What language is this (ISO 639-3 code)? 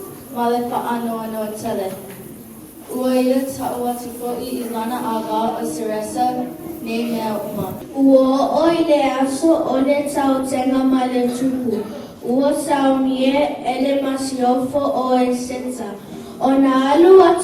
smo